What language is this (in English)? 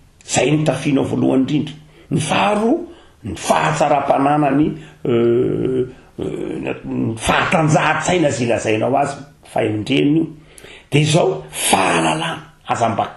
Malagasy